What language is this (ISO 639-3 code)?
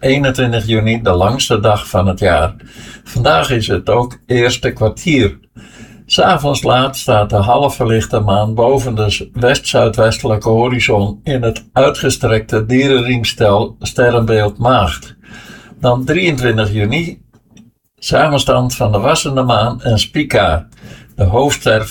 nld